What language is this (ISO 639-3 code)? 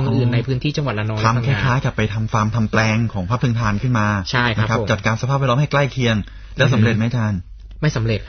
tha